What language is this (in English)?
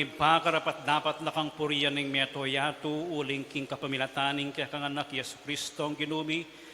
Pampanga